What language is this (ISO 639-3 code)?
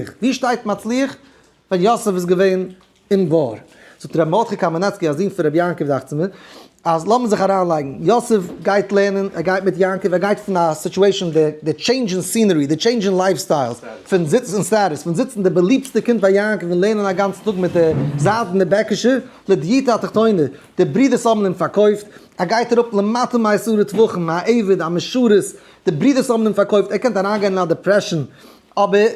yid